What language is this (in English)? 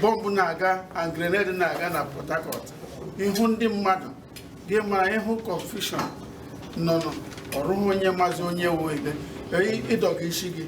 Igbo